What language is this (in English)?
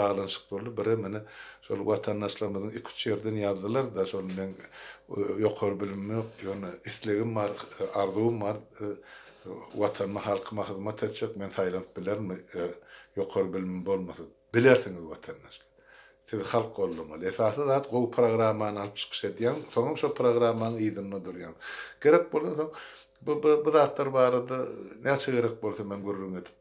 Turkmen